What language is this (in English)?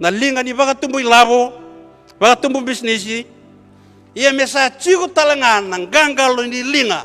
Fijian